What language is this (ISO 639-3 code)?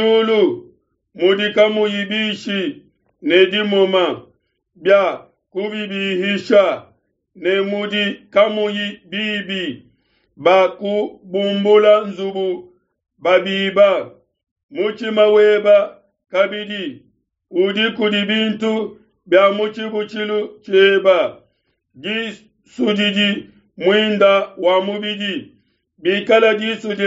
lua